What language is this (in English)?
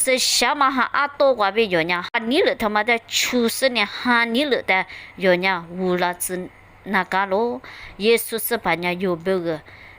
Lisu